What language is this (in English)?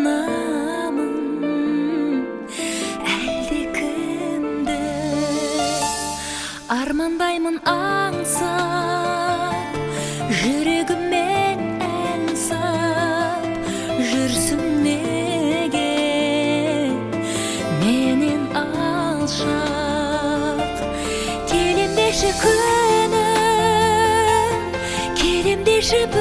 Kazakh